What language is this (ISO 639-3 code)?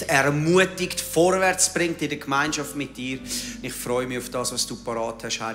gsw